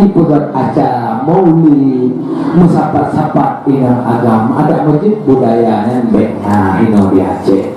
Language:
Achinese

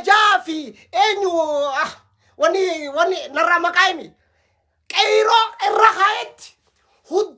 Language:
Oromo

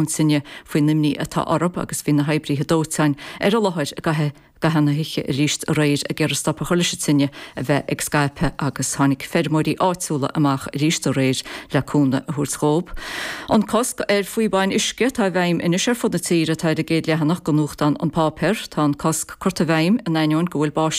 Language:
Irish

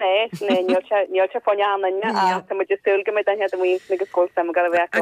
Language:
Irish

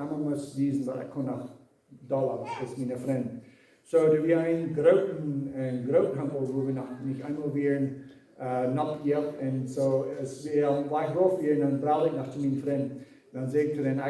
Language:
Plautdietsch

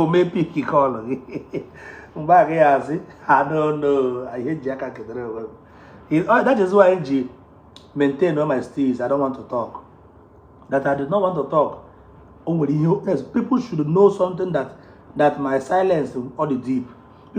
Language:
Igbo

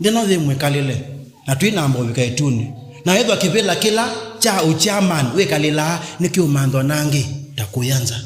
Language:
Kamba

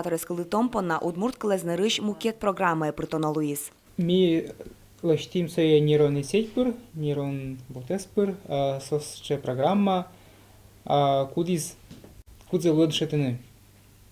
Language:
Udmurt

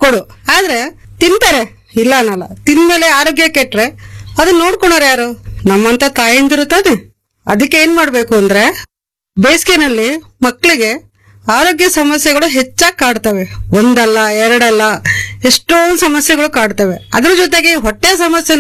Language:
Kannada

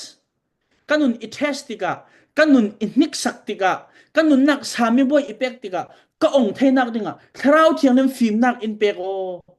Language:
Falam Chin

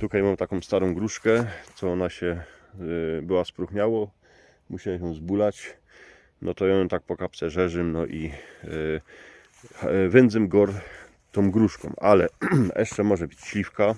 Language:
Silesian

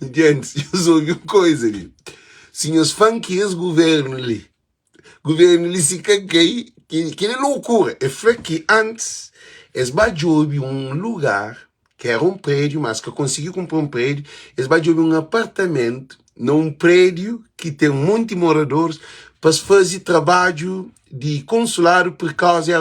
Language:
Kabuverdianu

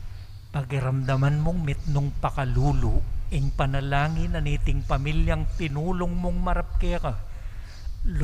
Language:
Pampanga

